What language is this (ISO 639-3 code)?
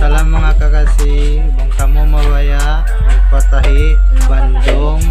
tsg